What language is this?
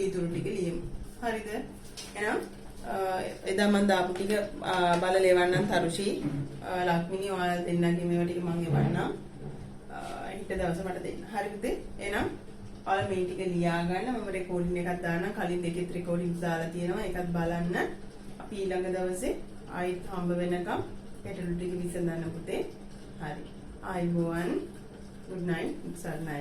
Sinhala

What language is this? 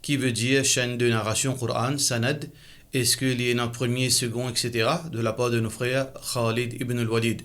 Morisyen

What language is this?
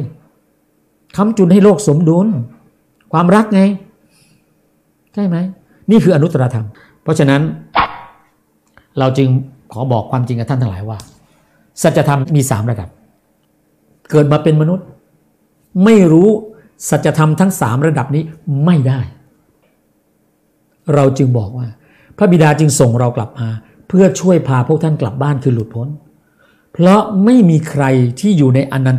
Thai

